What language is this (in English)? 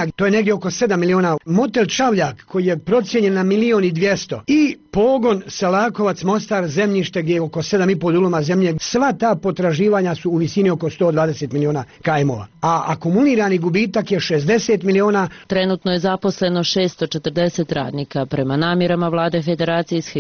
Bosnian